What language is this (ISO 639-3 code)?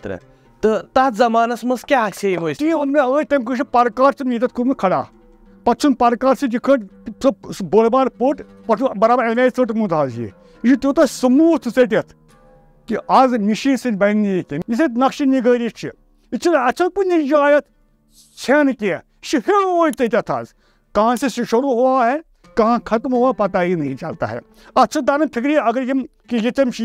kas